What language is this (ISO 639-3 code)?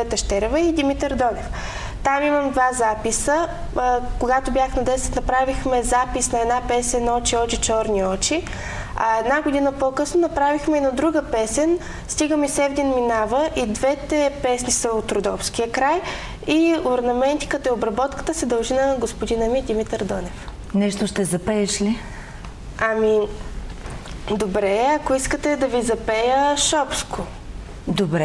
bul